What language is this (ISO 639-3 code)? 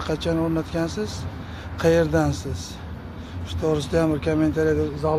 uzb